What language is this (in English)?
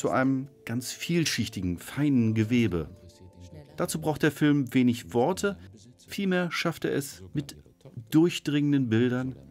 German